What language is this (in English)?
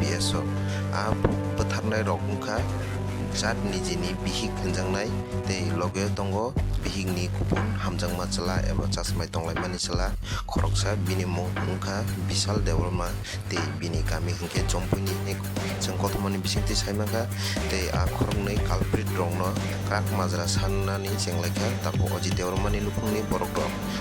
Kok Borok